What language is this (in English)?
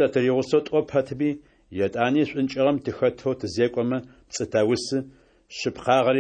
Adyghe